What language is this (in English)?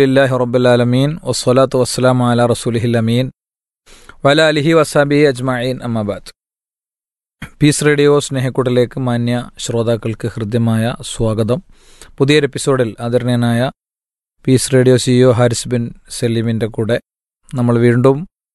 Malayalam